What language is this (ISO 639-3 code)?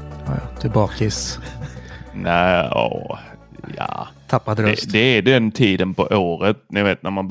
swe